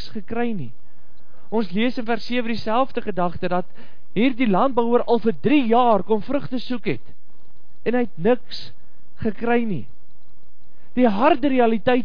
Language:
Afrikaans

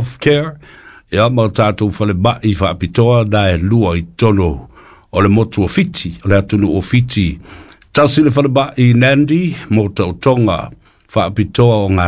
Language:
Samoan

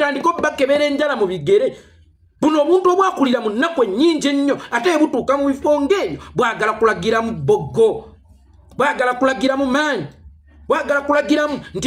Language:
Ganda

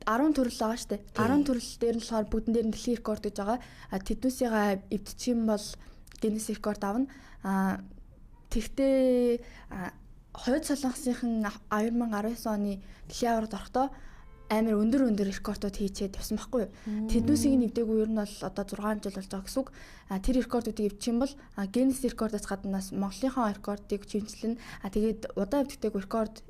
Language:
Mongolian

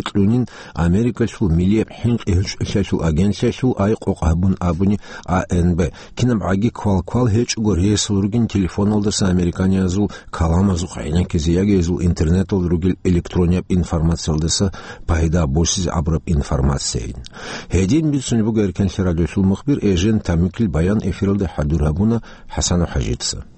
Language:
Avaric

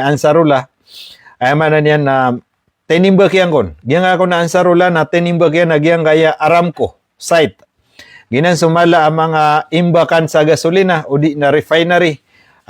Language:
Maranao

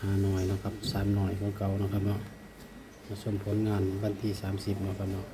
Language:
Northeastern Thai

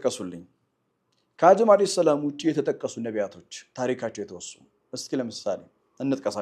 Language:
Amharic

